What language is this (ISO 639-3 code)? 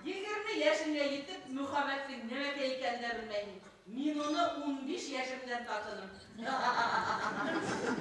bak